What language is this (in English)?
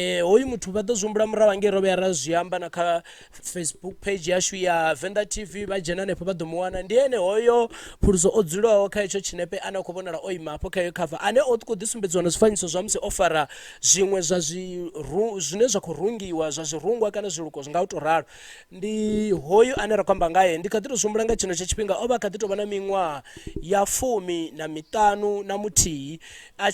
Venda